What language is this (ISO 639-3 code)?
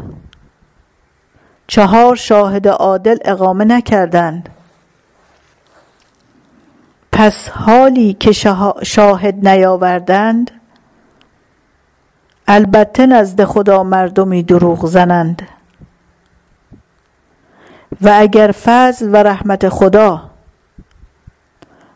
fas